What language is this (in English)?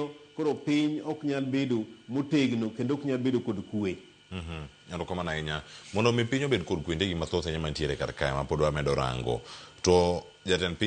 Luo (Kenya and Tanzania)